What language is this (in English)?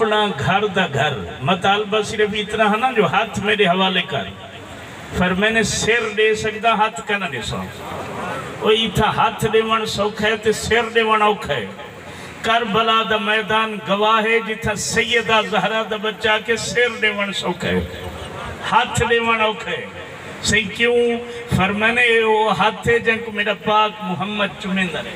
Saraiki